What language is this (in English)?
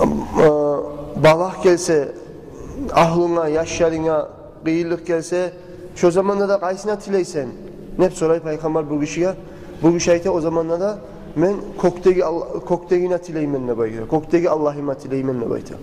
Kumyk